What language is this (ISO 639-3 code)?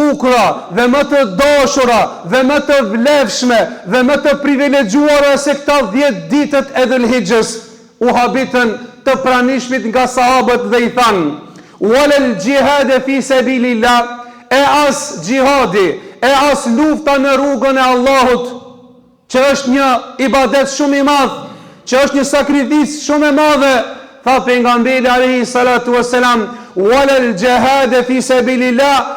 sqi